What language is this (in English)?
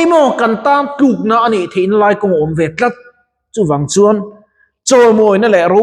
Mizo